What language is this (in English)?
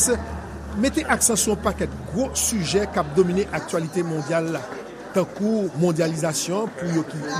Haitian Creole